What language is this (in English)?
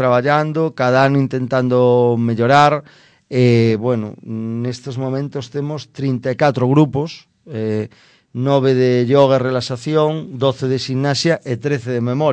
Galician